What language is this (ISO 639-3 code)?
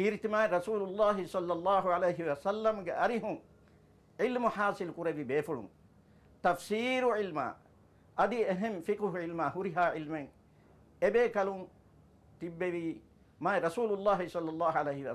div